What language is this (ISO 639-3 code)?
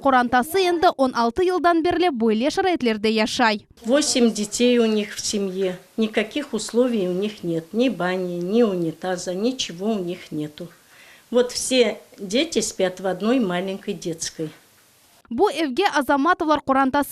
crh